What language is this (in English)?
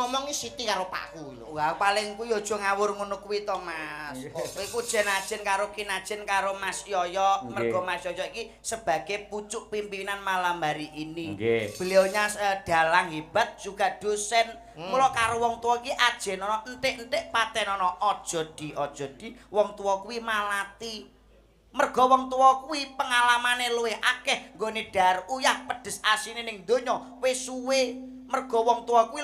Javanese